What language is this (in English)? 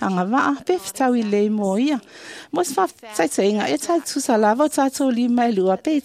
Samoan